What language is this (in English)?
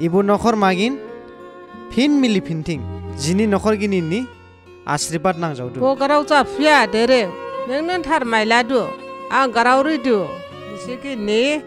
Dimasa